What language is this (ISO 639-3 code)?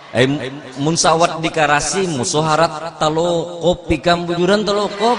bjn